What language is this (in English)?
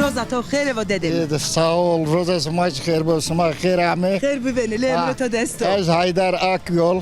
Zaza